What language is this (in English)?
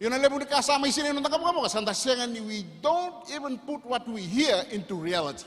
Fijian